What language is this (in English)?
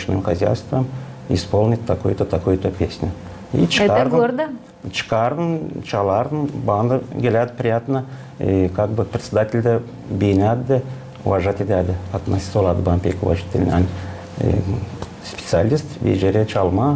Gagauz